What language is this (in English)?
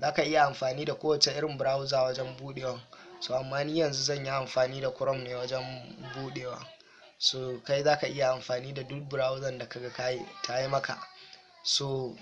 Hausa